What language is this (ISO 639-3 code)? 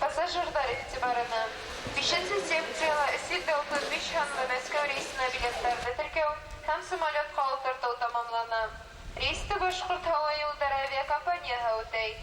bak